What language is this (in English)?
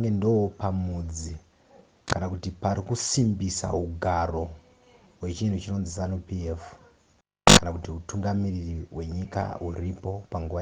Shona